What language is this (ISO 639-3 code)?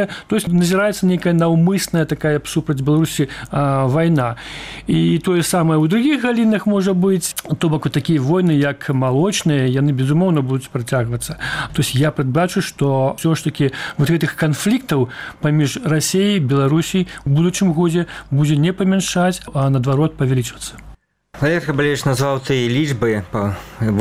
bel